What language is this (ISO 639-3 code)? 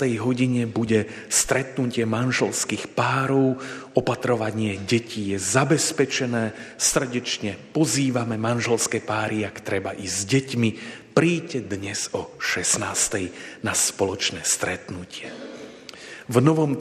slk